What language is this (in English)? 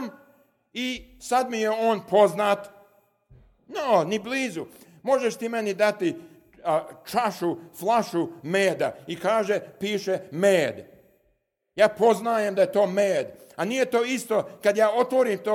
Serbian